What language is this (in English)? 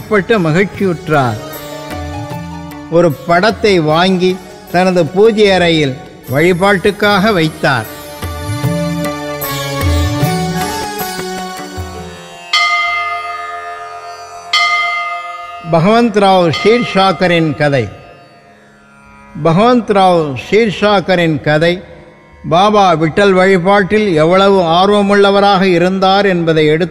Tamil